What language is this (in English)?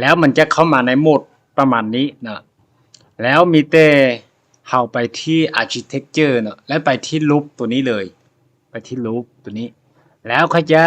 Lao